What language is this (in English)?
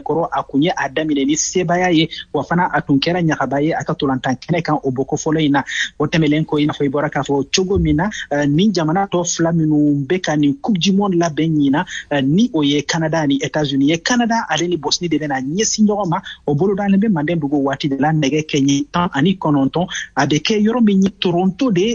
Bambara